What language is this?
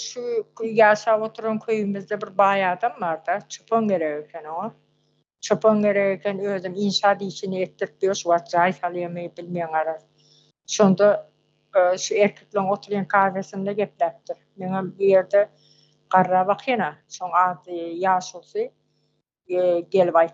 Turkmen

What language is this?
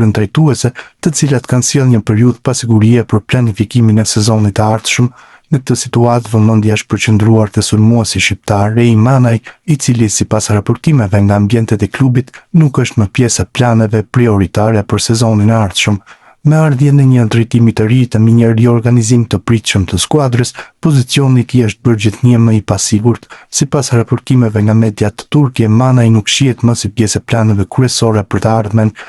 Albanian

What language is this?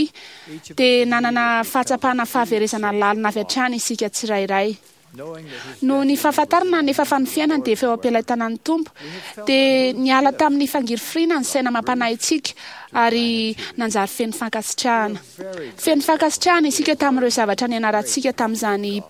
Malagasy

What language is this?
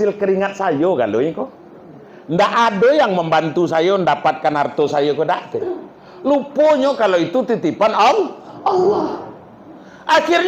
Minangkabau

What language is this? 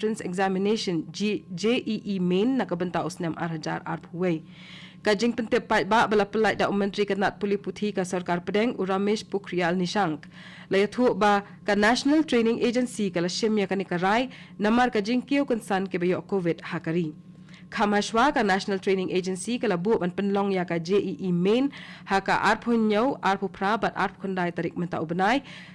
Khasi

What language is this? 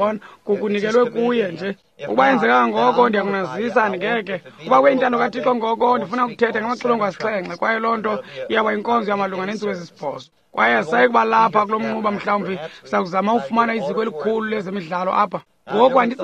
Xhosa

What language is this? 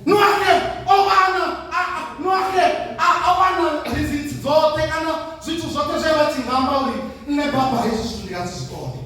Venda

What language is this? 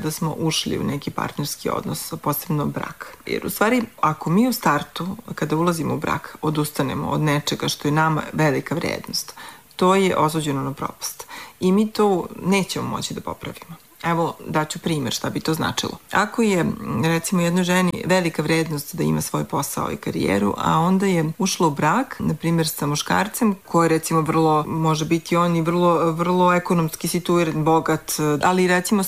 Serbian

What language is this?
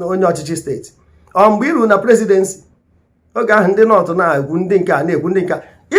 Igbo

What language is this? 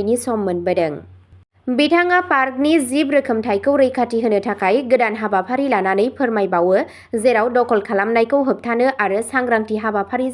Bodo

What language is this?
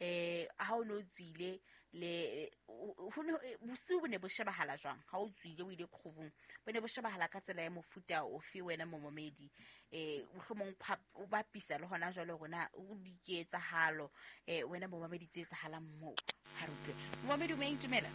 Southern Sotho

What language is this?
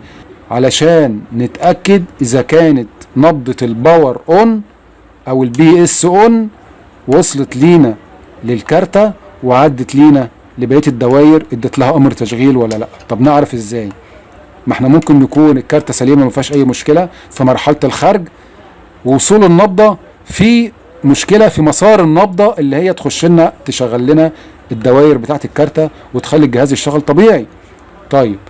Egyptian Arabic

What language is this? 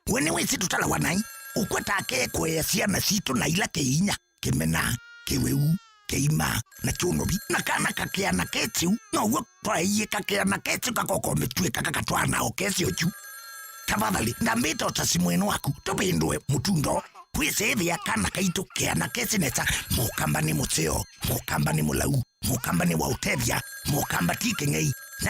Kamba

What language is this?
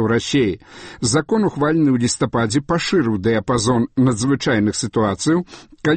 Belarusian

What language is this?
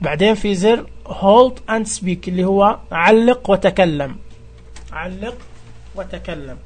Najdi Arabic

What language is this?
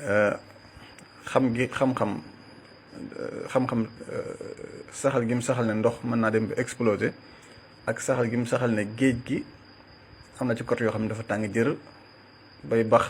Wolof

